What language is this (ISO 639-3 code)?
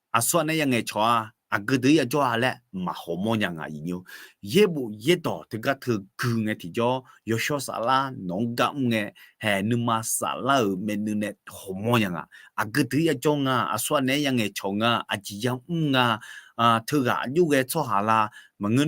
ahk